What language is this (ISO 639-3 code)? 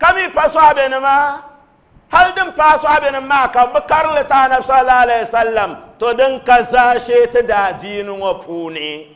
dag